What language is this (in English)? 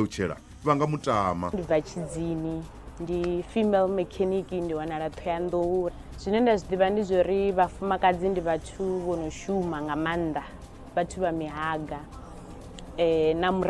Venda